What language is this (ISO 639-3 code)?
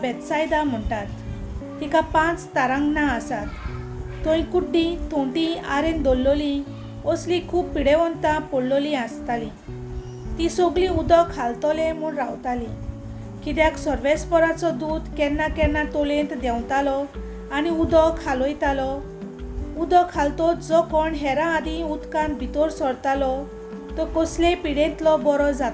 kok